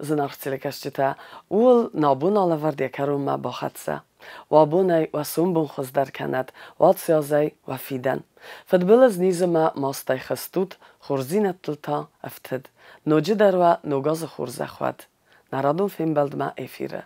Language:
Ossetic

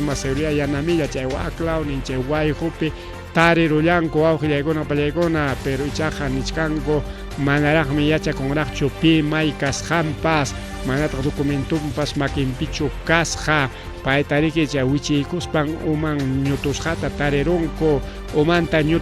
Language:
Ayacucho Quechua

